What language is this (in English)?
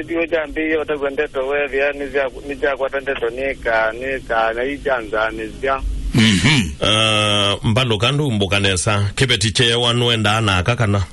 Kamba